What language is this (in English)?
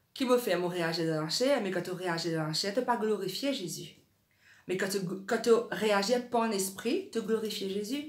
Morisyen